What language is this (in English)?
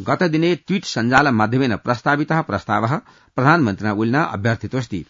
Sanskrit